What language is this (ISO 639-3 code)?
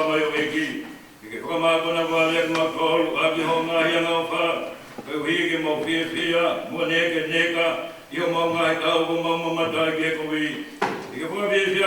ton